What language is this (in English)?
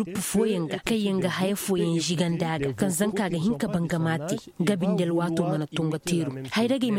Koyraboro Senni